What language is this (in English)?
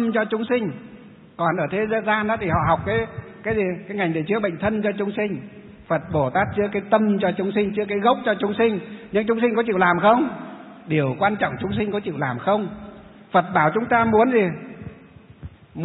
Vietnamese